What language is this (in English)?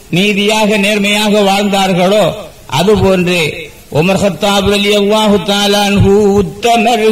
Tamil